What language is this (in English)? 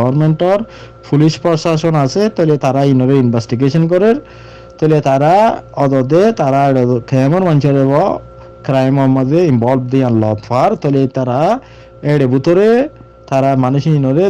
Rohingya